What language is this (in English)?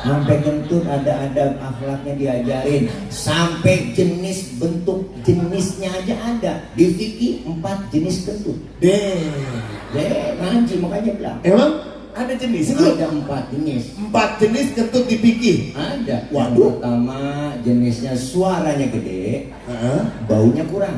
Betawi